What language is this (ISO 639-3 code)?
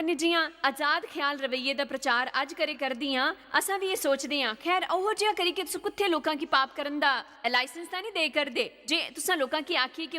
doi